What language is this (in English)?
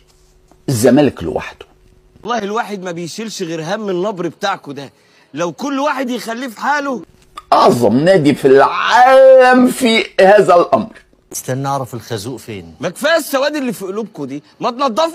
Egyptian Arabic